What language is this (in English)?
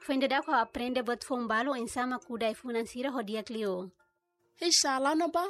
Tetum